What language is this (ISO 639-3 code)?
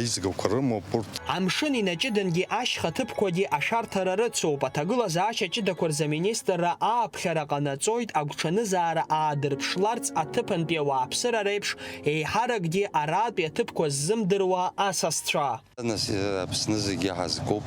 abk